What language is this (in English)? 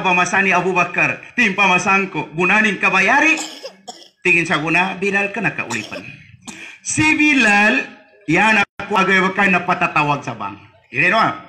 Maranao